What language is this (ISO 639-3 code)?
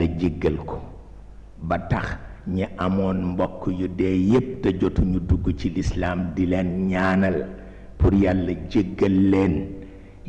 wol